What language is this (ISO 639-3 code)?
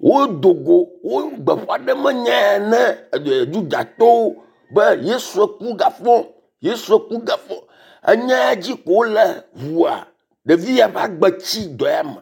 ewe